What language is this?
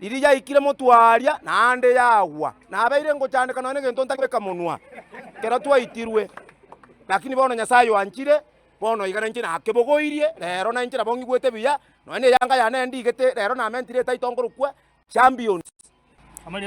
Gusii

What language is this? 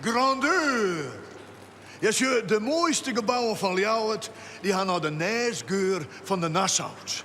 Western Frisian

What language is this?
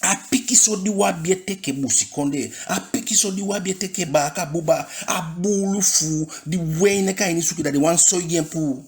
Eastern Maroon Creole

